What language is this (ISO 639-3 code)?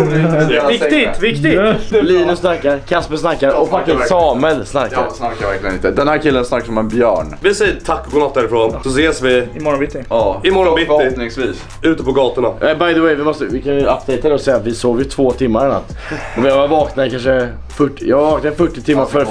swe